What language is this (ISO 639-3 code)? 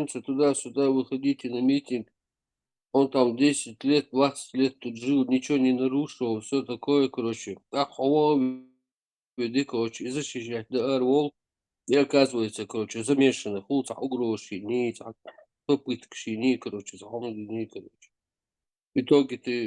che